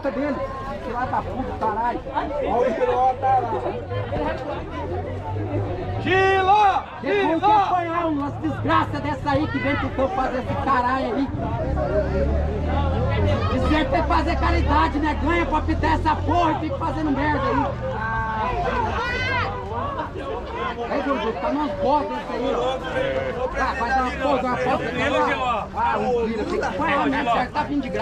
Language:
Portuguese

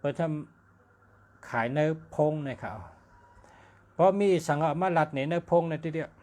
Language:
Shan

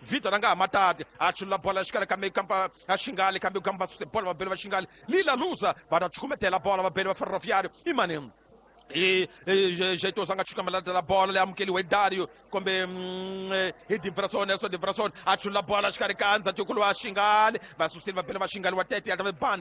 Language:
Tsonga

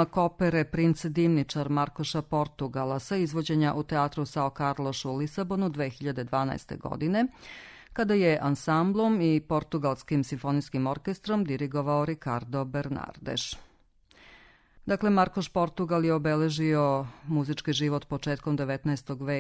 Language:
Serbian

